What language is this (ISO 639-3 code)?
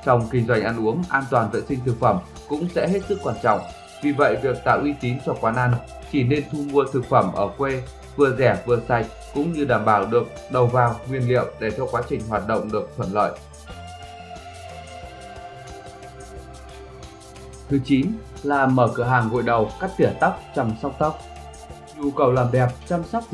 vie